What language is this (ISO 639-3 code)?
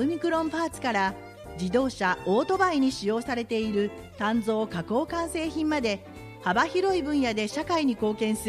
jpn